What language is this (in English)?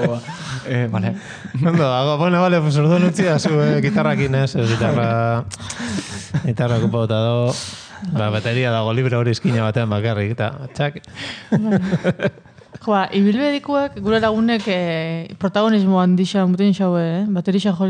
Basque